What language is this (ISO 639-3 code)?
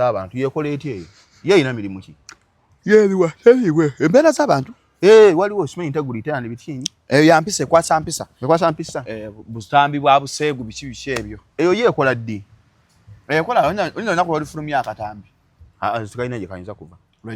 lug